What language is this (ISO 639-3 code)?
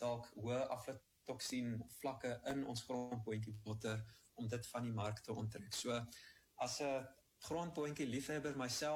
afr